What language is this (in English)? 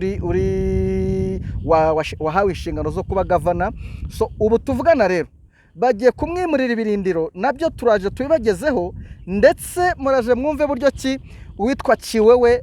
Kinyarwanda